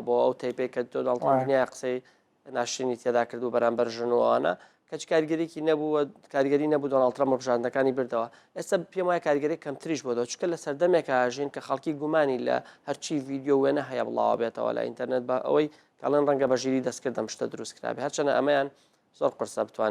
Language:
Central Kurdish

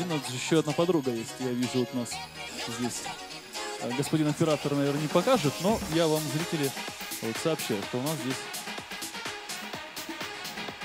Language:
Russian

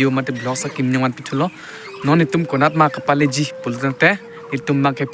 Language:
Karbi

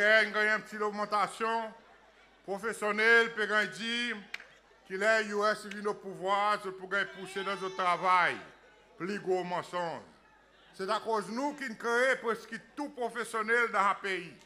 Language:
Seselwa Creole French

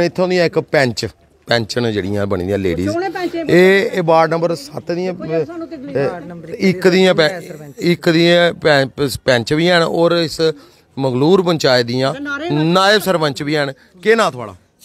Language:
Dogri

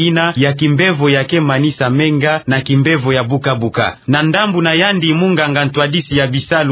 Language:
Kituba (Democratic Republic of Congo)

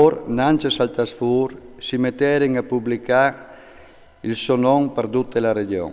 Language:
Friulian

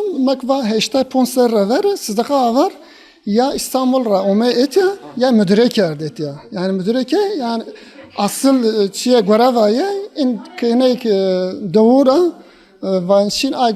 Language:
Zaza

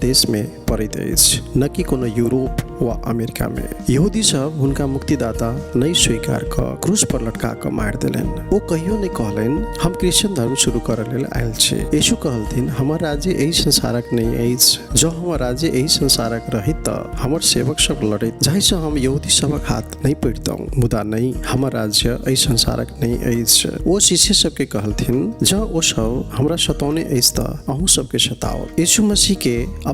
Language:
Maithili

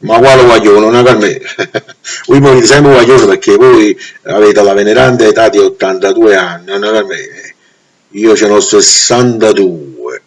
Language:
Neapolitan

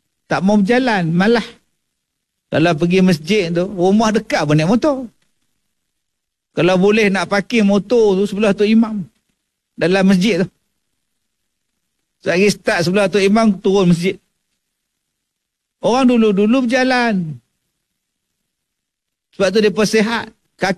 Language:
Malay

